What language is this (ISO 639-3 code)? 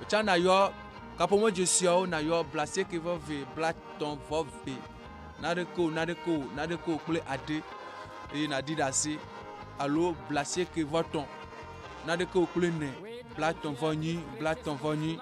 ewe